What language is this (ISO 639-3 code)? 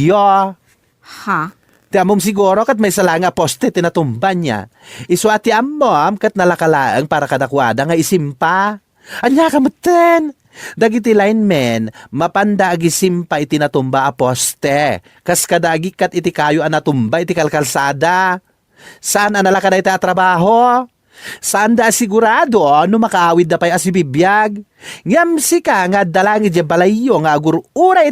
ilo